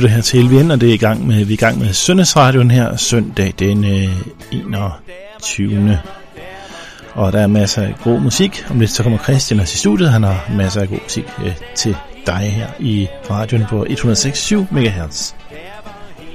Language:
Danish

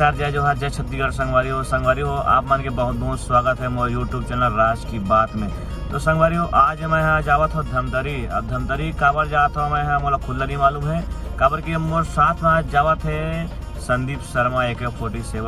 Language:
Chhattisgarhi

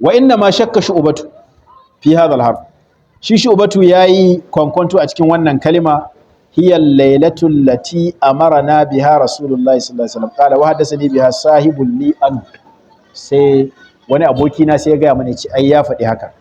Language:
Hausa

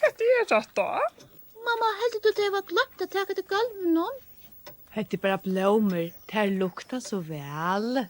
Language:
Faroese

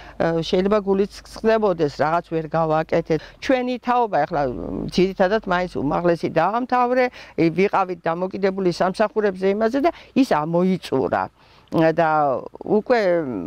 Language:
Georgian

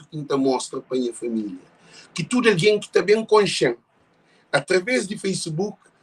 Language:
Kabuverdianu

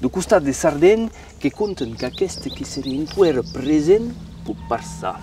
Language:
Occitan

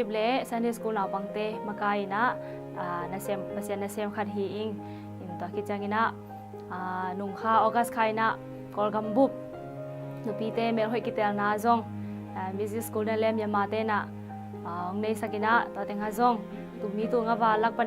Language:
Tedim Chin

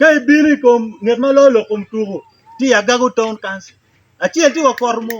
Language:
Acoli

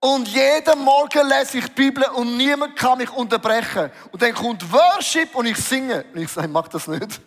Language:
Swiss German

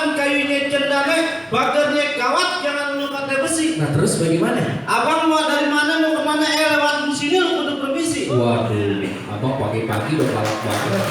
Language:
Betawi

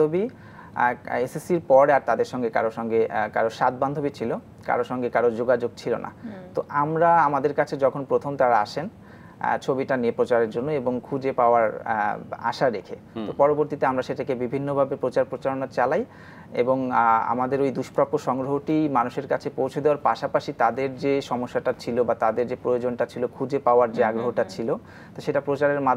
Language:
Bangla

